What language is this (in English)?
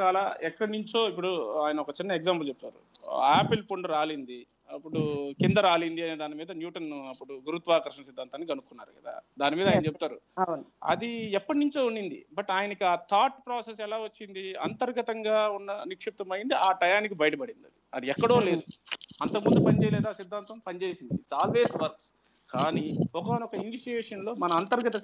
Telugu